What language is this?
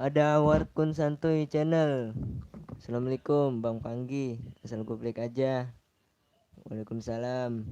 Betawi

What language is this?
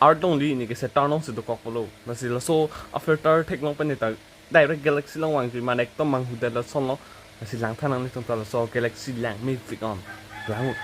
Karbi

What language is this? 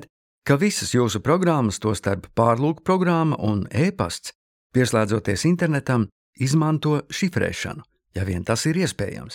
Latvian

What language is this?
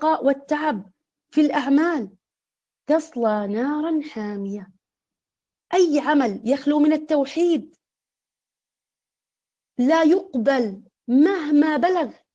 Arabic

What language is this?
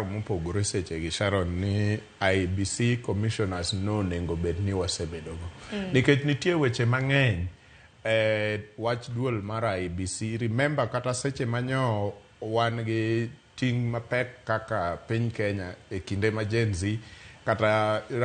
Luo (Kenya and Tanzania)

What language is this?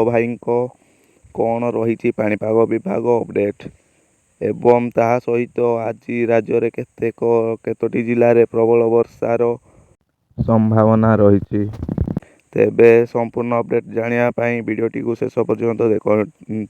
Odia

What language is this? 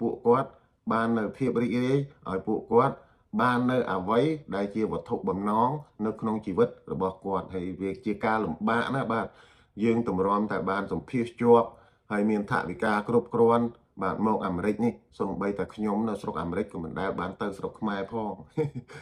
Khmer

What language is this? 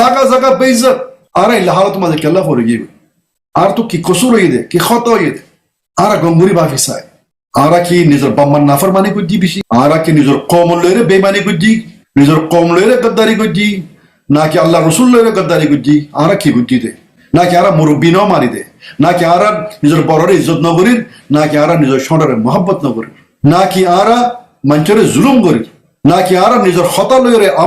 Rohingya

